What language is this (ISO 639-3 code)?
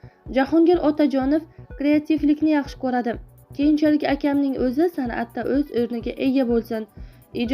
uzb